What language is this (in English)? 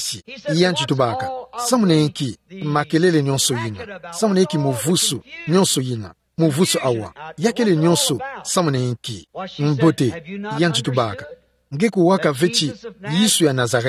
Kituba (Democratic Republic of Congo)